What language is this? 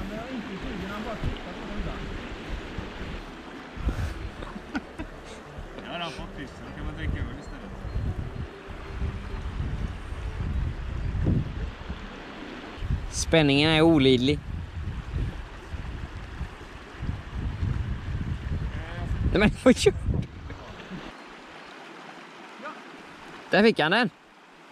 Swedish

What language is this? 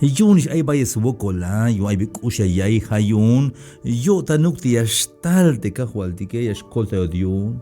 Tzeltal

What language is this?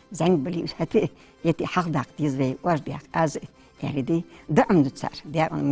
Ingush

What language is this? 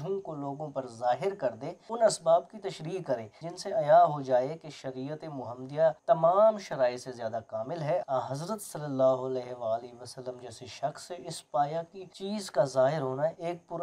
Urdu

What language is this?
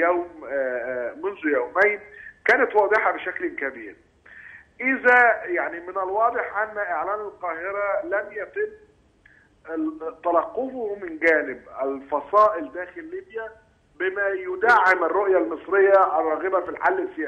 Arabic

